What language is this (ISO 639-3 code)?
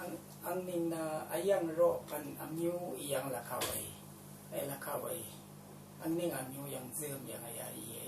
raw